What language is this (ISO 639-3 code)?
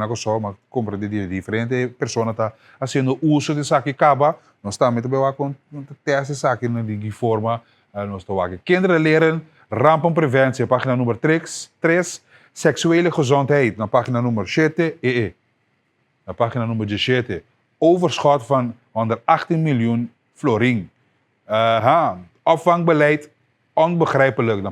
pap